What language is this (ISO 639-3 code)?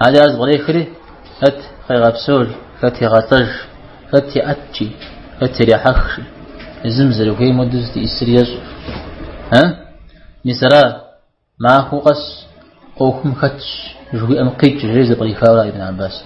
kbd